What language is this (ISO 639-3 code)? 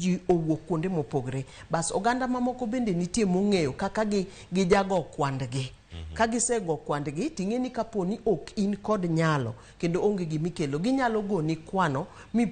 luo